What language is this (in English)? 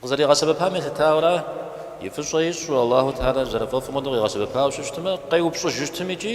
Kabardian